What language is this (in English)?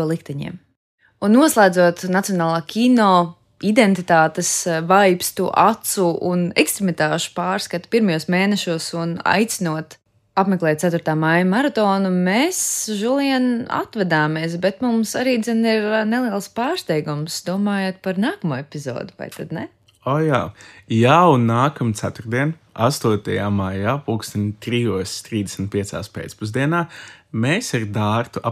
Latvian